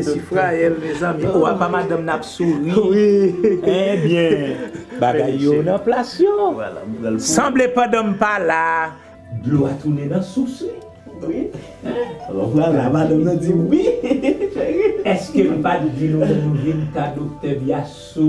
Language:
Haitian Creole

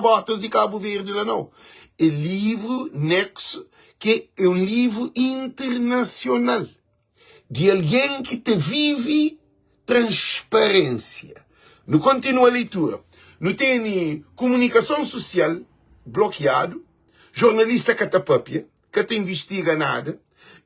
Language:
Kabuverdianu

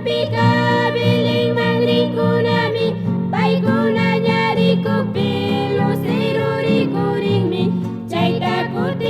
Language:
Chimborazo Highland Quichua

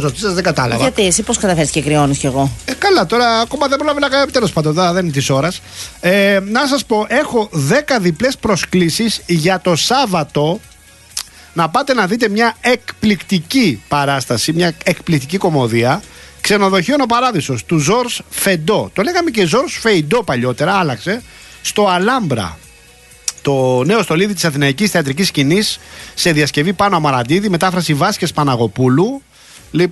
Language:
Greek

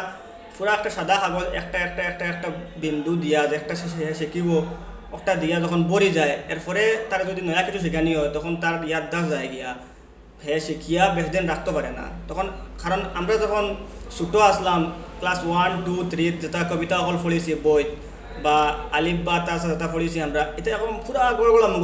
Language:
Sylheti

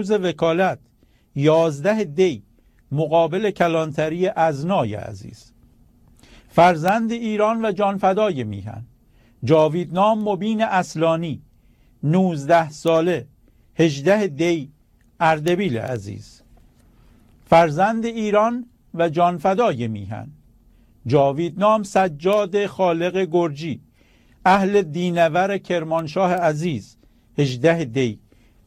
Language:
Persian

